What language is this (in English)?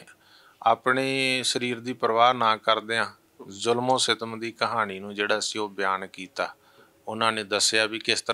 Punjabi